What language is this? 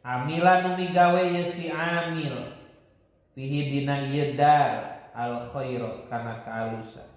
Sundanese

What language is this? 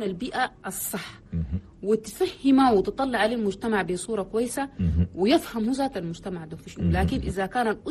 Chadian Arabic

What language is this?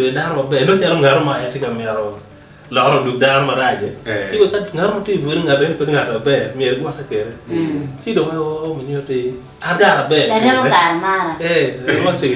Acoli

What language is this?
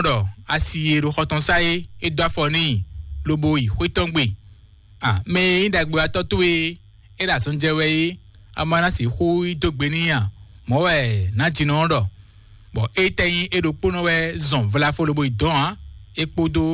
Fon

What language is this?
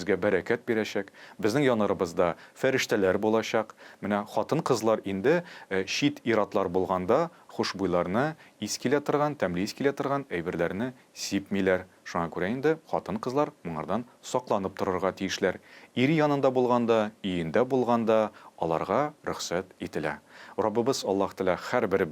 Tatar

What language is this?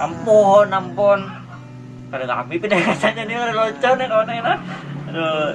Banjar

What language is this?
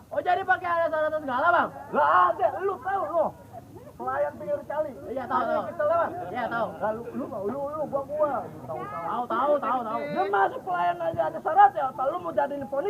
Betawi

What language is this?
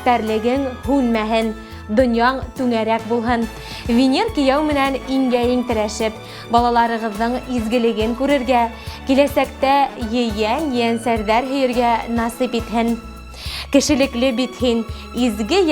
Bashkir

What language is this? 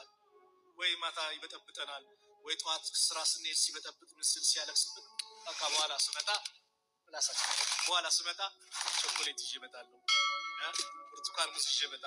Amharic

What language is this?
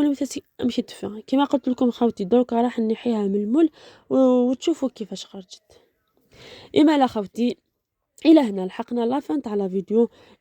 Algerian Arabic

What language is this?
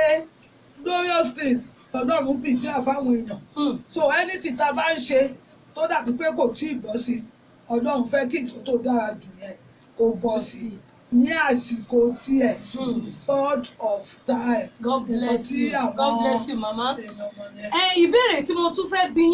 Yoruba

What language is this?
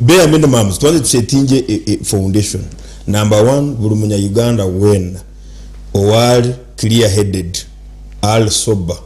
Nyankole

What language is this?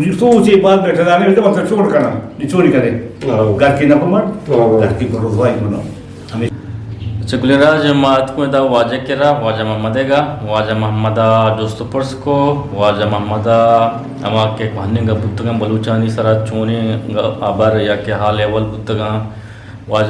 Eastern Balochi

